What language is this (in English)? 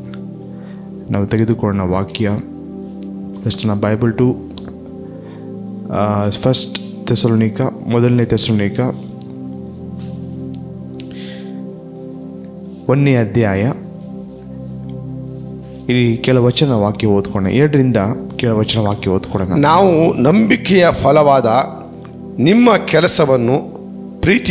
Kannada